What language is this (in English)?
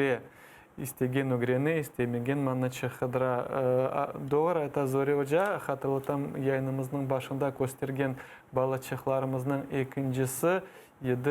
Crimean Tatar